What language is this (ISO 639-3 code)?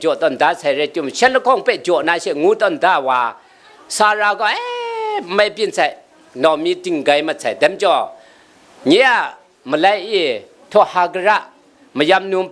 kac